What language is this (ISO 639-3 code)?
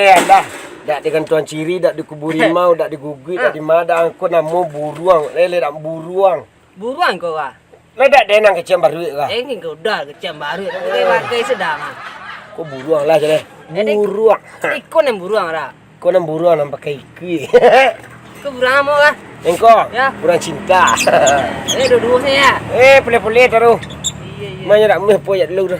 min